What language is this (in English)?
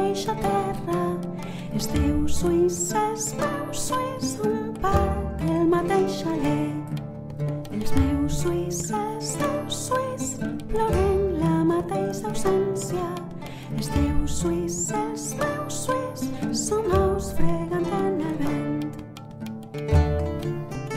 Catalan